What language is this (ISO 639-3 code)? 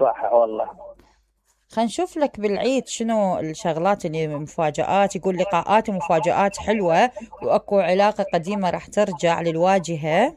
acm